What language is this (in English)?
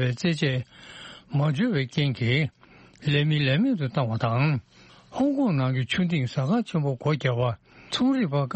Tibetan